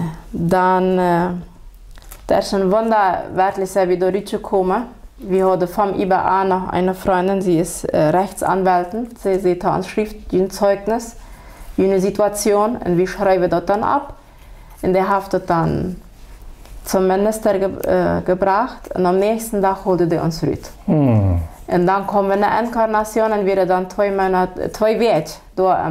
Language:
Plautdietsch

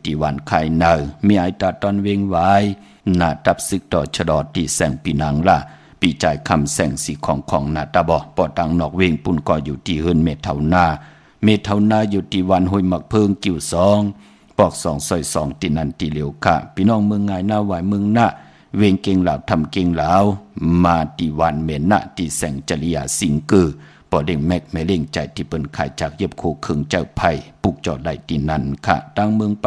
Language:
Shan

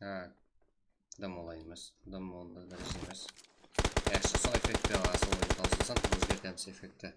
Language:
Kara-Kalpak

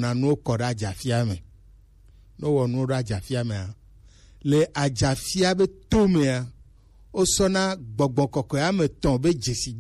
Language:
Gen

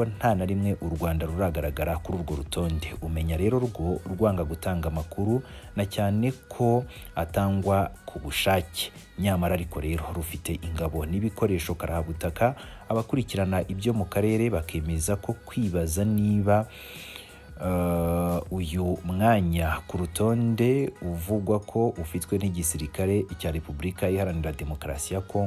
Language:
Kinyarwanda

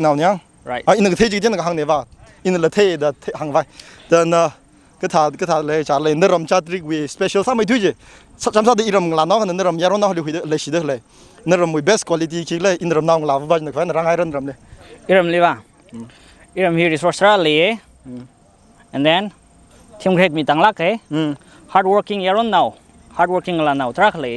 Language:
Tangkhul Naga (India)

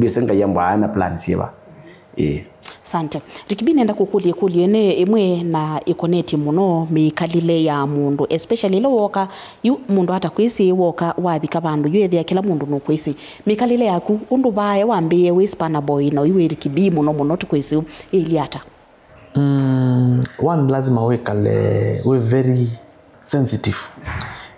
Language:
Kamba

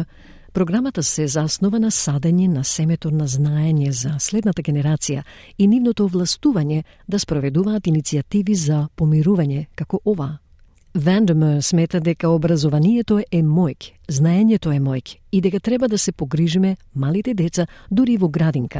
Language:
Macedonian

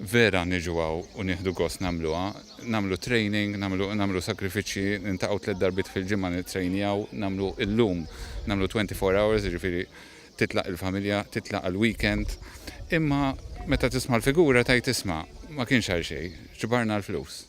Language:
Maltese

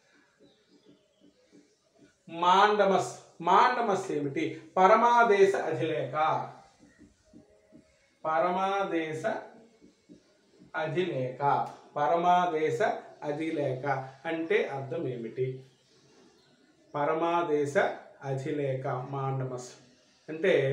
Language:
Telugu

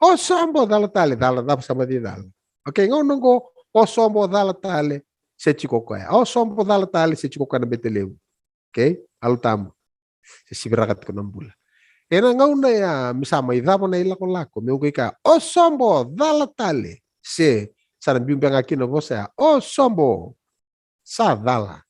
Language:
Fijian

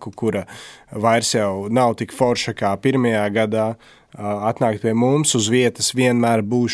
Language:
Latvian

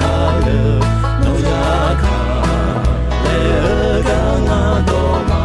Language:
Akha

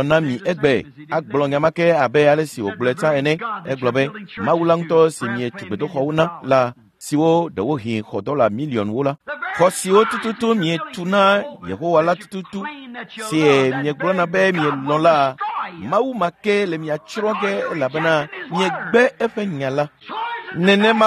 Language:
Ewe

